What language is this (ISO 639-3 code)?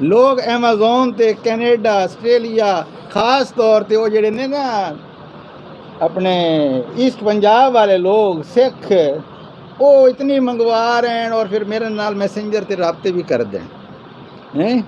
skr